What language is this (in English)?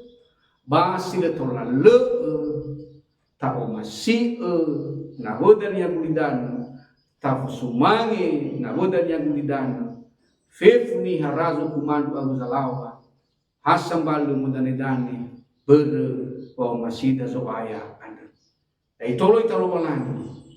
Nias